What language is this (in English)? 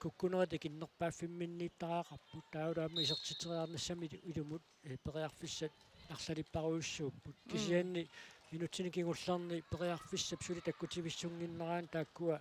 Kalaallisut